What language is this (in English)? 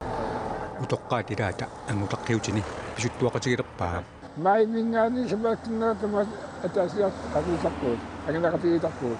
Kalaallisut